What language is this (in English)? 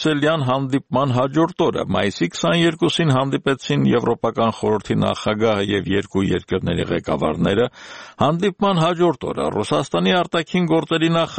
Armenian